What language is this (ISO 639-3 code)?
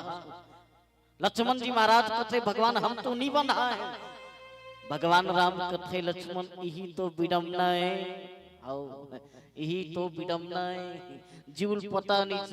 hne